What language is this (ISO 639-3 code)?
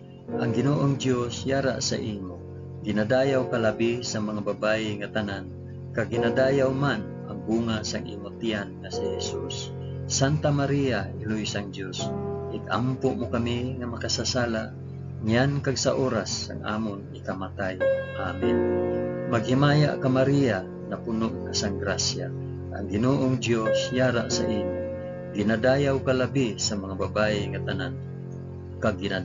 hil